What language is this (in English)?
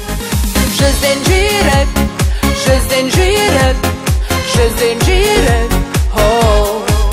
Kazakh